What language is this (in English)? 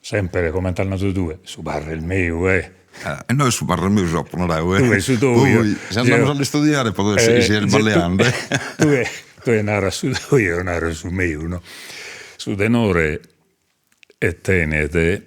Sardinian